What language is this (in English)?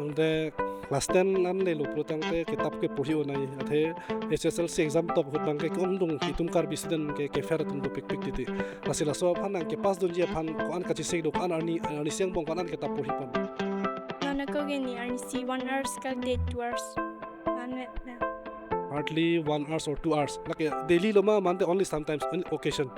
Karbi